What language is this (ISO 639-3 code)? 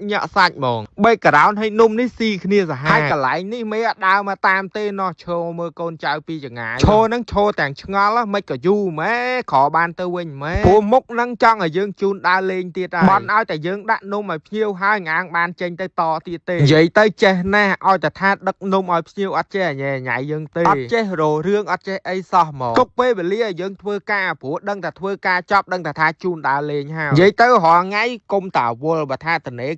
khm